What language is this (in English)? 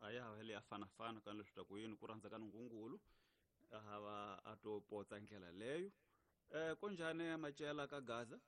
Tsonga